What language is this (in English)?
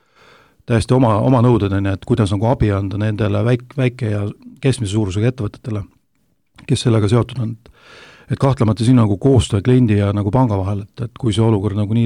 Estonian